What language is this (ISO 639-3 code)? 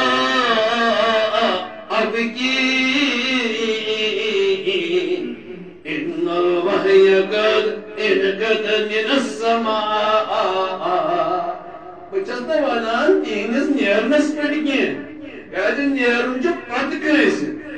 kas